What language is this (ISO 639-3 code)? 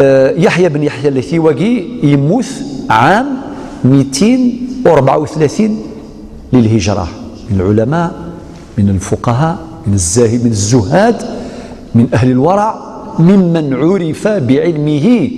arq